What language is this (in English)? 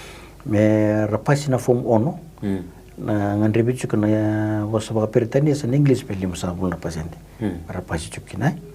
Fijian